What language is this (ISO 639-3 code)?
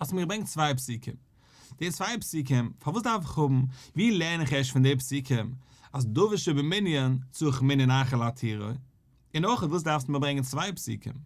yid